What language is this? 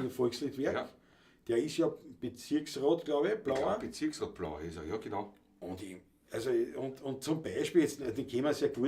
Bavarian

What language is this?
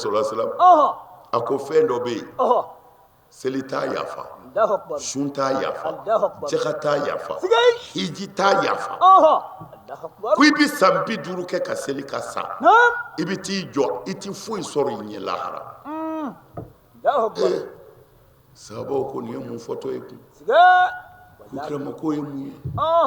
Bambara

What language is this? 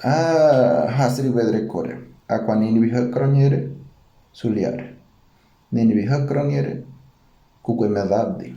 Ngäbere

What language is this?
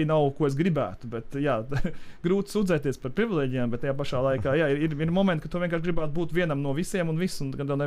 Latvian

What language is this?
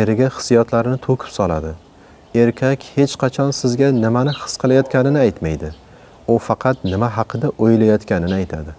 Uzbek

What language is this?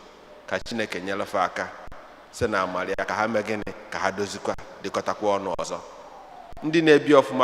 Igbo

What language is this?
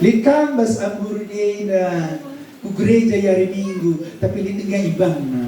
Batak Karo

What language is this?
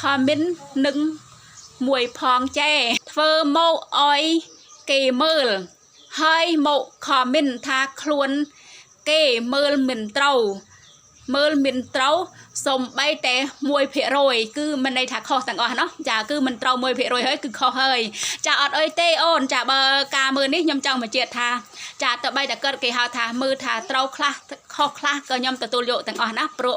Khmer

